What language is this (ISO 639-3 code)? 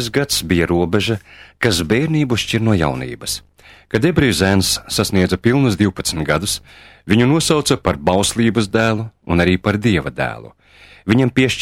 lav